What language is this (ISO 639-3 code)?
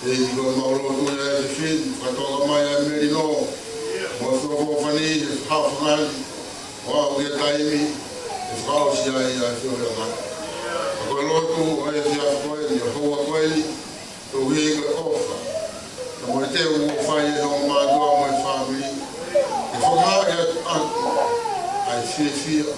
ton